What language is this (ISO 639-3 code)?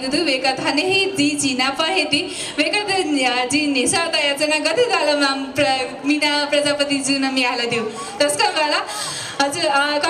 new